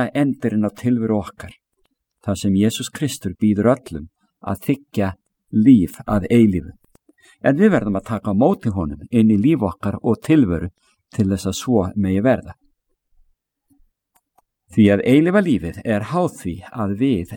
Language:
Icelandic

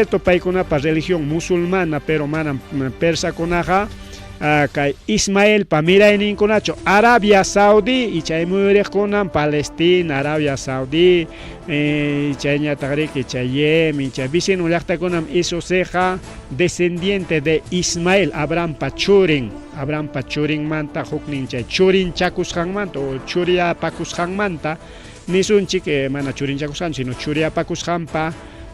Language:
Ayacucho Quechua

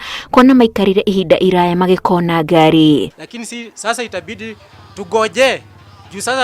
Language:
Kikuyu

